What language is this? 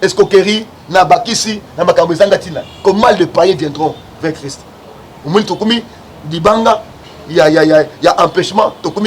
Lingala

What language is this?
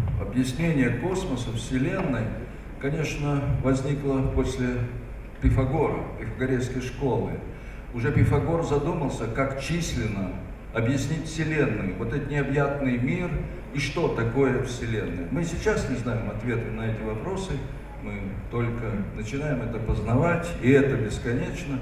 Russian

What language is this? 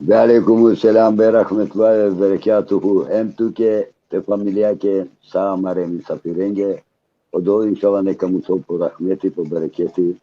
Balkan Romani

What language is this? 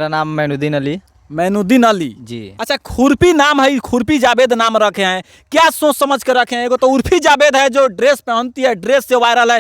Bhojpuri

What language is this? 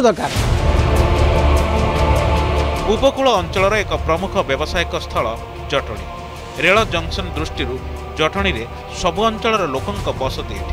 Odia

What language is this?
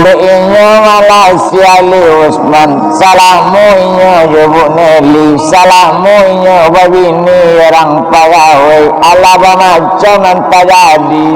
Minangkabau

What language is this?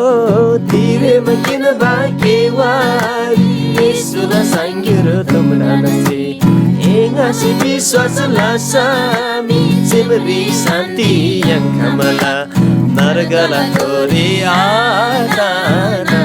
Eastern Tamang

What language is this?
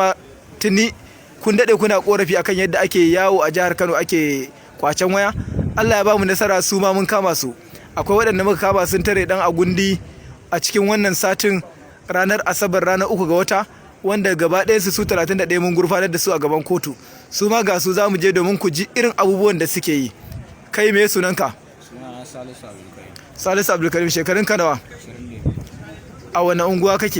Hausa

